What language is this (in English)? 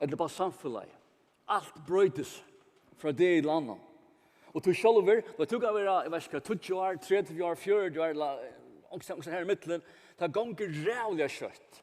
Faroese